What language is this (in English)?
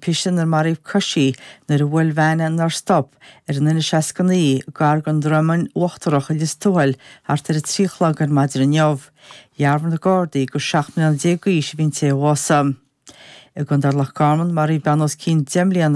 Irish